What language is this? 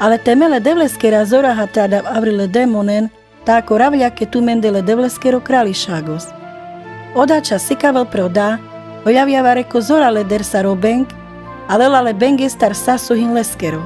Carpathian Romani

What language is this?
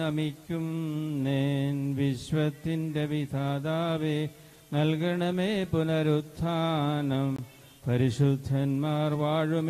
Malayalam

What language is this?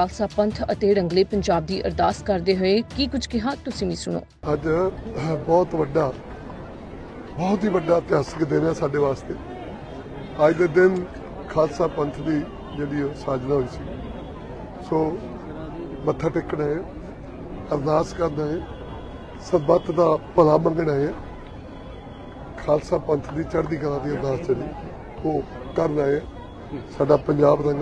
Punjabi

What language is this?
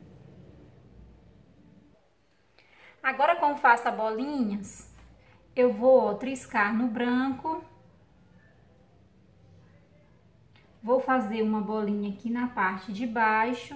Portuguese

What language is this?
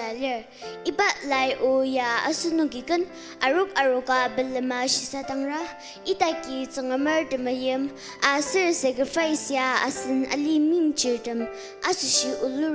Ao Naga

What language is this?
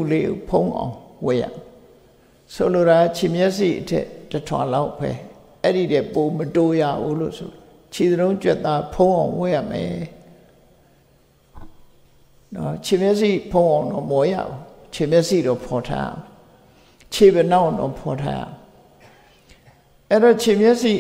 Burmese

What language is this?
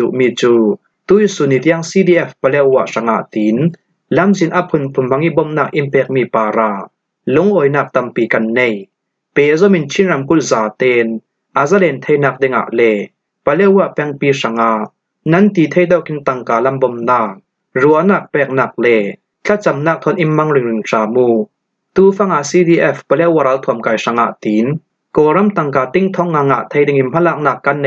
Falam Chin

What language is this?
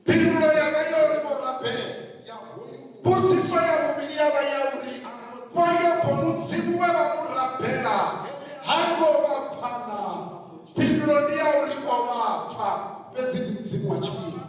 Venda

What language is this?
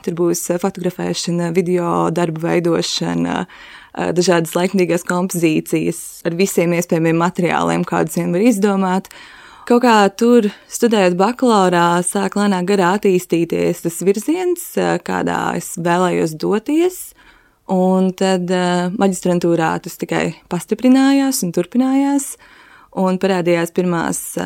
Latvian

